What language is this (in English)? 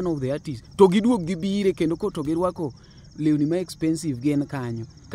Luo (Kenya and Tanzania)